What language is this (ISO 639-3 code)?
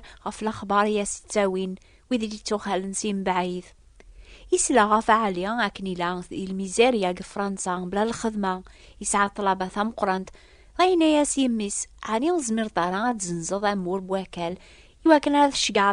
kab